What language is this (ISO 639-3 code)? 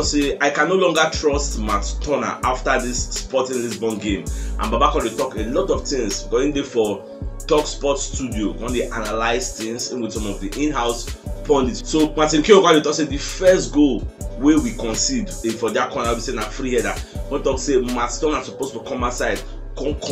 pcm